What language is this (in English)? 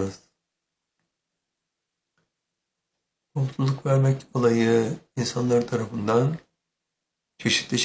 Turkish